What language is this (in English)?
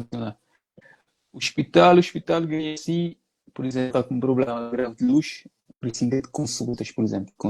Kabuverdianu